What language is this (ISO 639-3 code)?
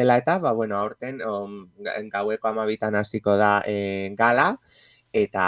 eus